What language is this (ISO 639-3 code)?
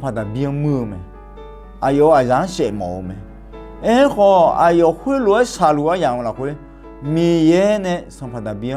ahk